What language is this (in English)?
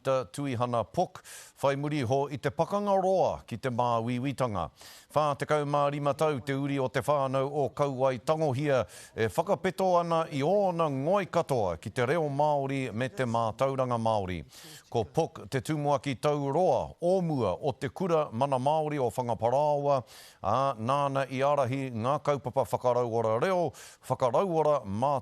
Māori